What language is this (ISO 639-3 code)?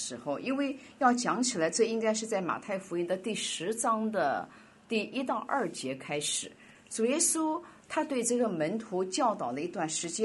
zho